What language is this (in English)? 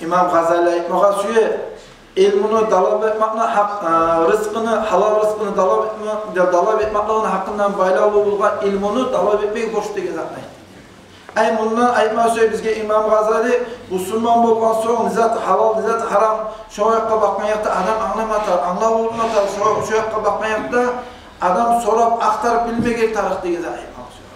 Kumyk